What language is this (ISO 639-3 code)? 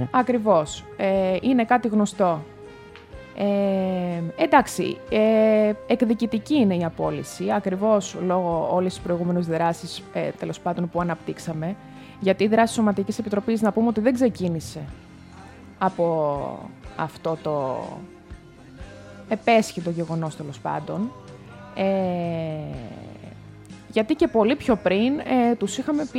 ell